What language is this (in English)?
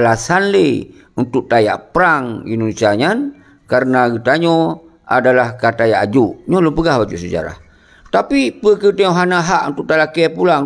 Achinese